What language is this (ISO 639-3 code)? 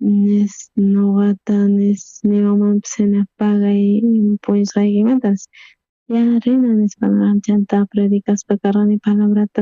quh